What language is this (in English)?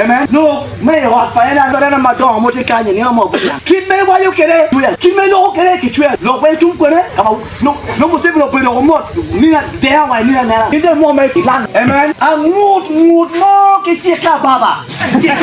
Acoli